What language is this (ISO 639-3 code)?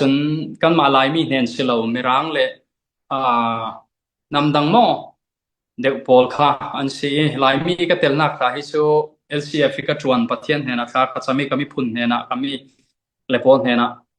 cfm